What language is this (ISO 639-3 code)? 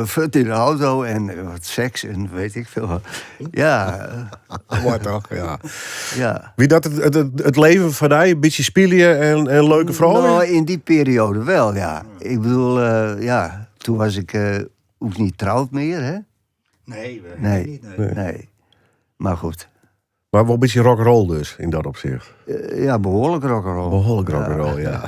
fry